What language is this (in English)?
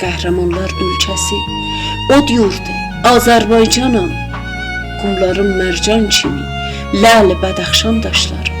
South Azerbaijani